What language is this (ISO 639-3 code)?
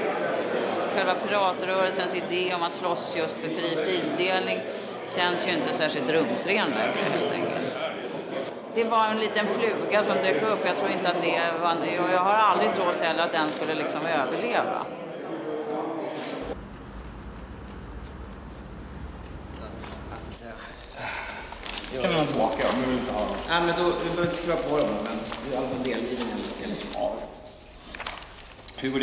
swe